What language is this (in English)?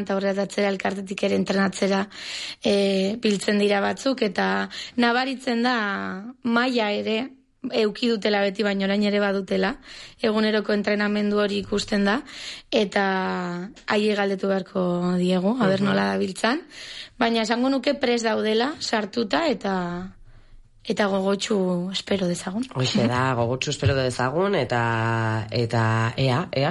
Basque